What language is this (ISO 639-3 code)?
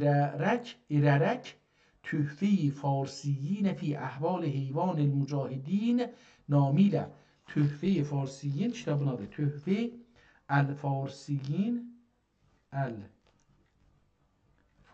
azb